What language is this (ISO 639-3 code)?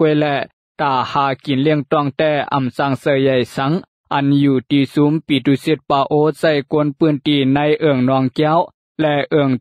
shn